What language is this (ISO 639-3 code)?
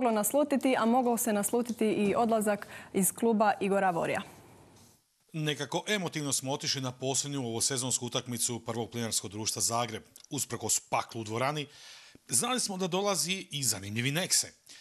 hrv